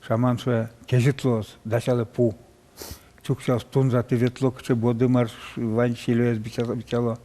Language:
Udmurt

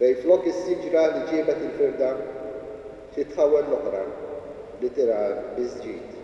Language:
Maltese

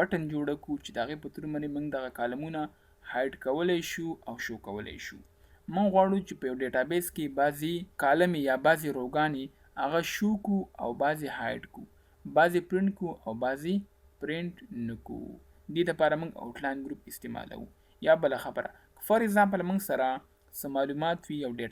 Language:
Pashto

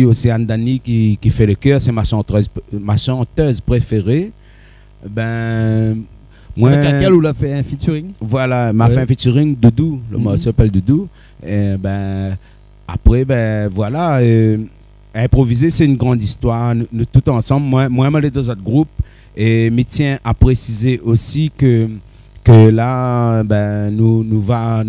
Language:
Réunion Creole French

